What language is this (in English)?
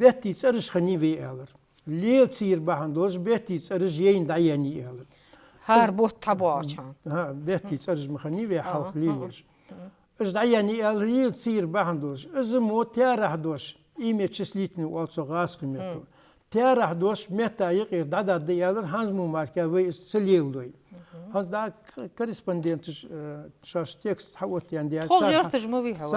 Ingush